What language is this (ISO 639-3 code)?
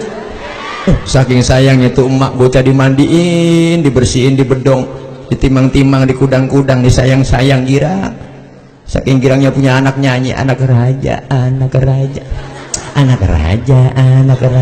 bew